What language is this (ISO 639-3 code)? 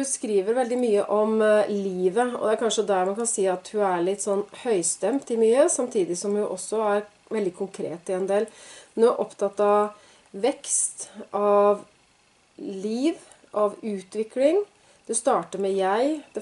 nor